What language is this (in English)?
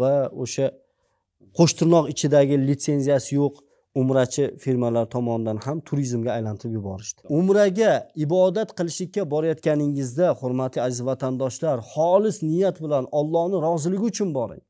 Uzbek